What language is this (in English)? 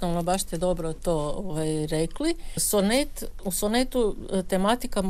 Croatian